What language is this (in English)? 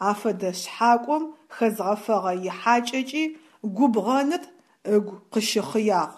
Adyghe